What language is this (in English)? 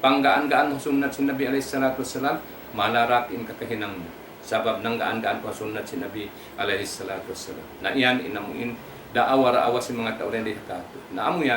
Tausug